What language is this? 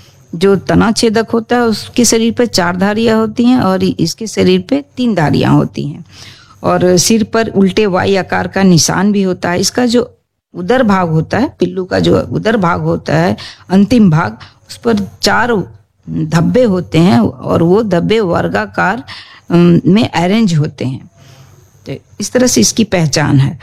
Hindi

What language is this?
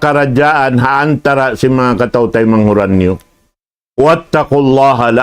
Tausug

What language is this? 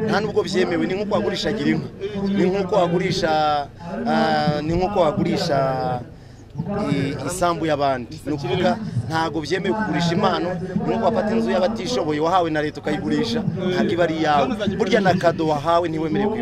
Kinyarwanda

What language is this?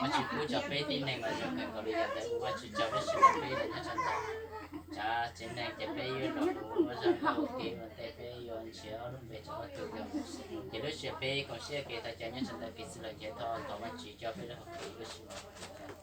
Hmong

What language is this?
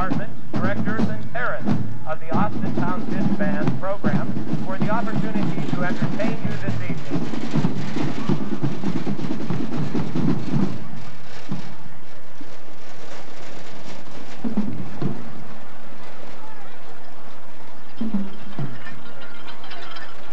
English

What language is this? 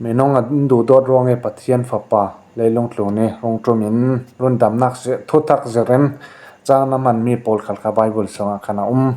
Falam Chin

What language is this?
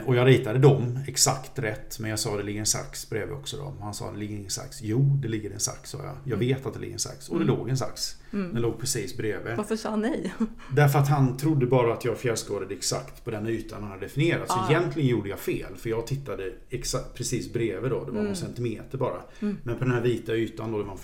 Swedish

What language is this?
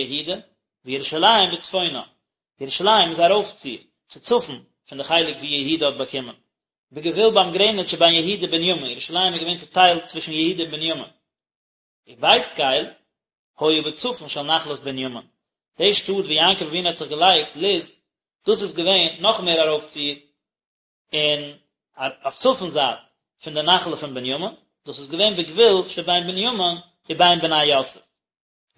Yiddish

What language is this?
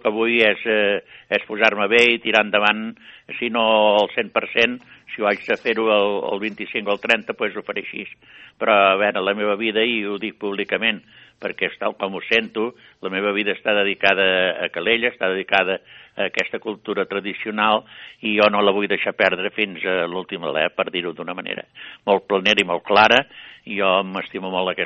Catalan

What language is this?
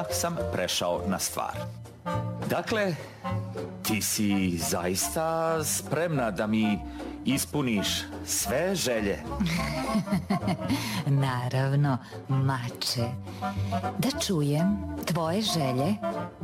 Serbian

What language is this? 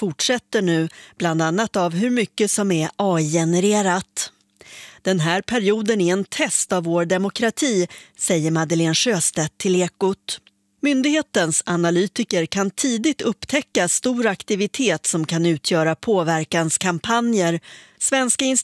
Swedish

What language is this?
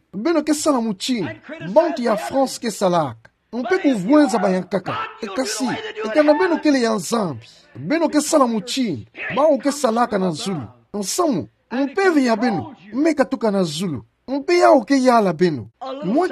Kituba (Democratic Republic of Congo)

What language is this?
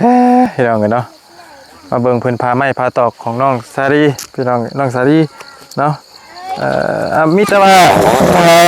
Lao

